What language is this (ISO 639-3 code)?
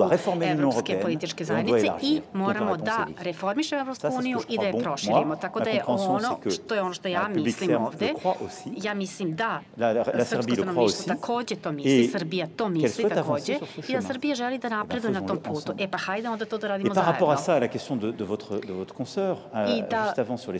srp